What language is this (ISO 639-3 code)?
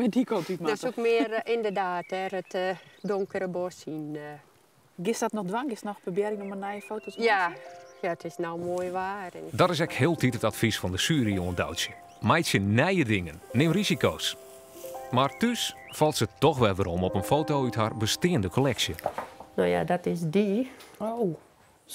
fry